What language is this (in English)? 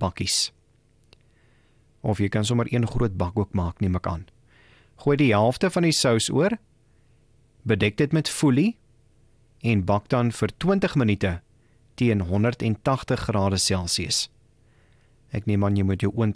Afrikaans